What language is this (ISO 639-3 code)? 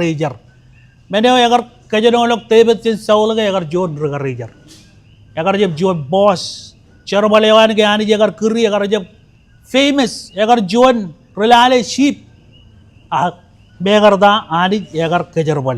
mah